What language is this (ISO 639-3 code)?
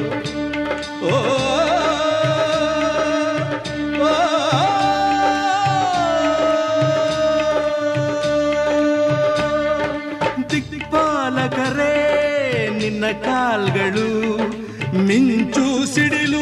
kan